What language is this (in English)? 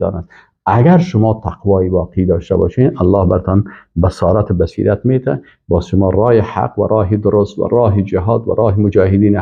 Persian